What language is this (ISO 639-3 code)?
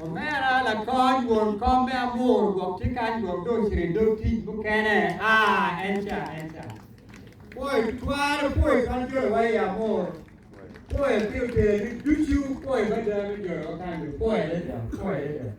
ach